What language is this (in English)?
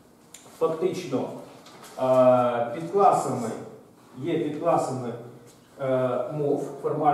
Ukrainian